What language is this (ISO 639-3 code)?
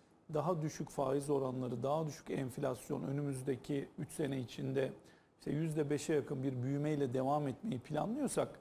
tur